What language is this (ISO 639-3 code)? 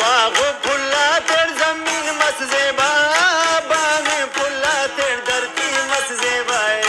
brh